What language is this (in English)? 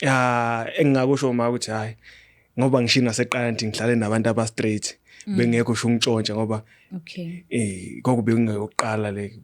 Zulu